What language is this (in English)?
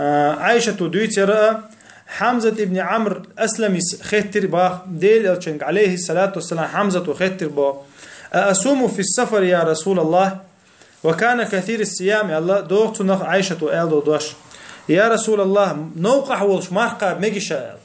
Chechen